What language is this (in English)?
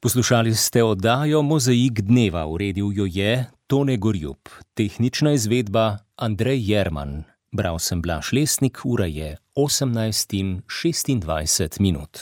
Slovenian